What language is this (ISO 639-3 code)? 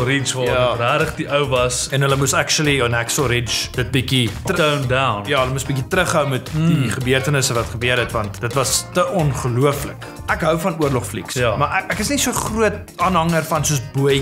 afr